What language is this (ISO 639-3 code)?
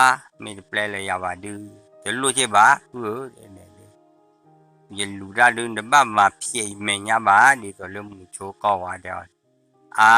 ksw